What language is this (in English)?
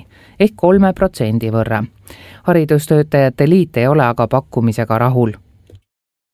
Estonian